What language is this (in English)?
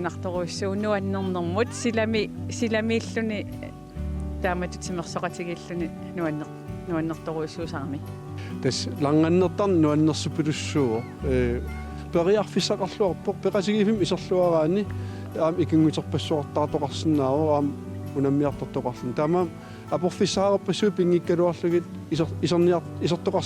Kalaallisut